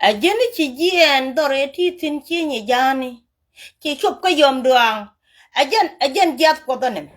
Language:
Nuer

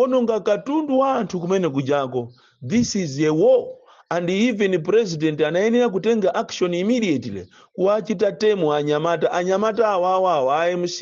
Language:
Nyanja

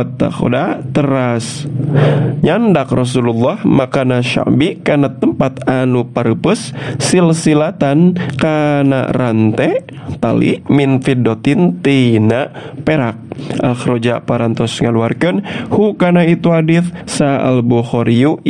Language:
Sundanese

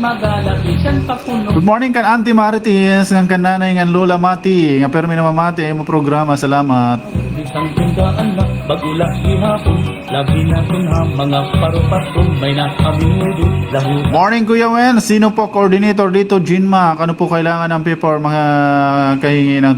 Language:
Waray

